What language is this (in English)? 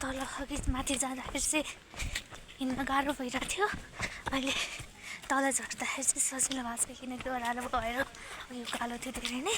Nepali